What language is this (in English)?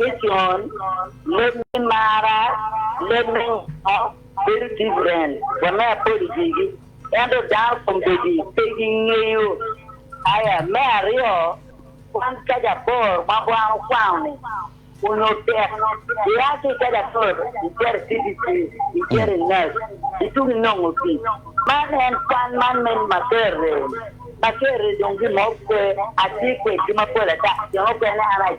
Acoli